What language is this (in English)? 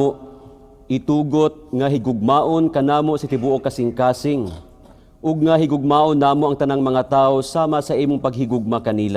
Cebuano